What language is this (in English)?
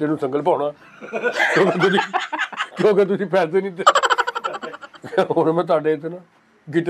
Punjabi